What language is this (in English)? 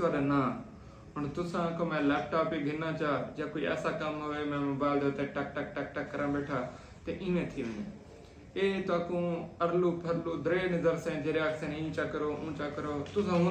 Saraiki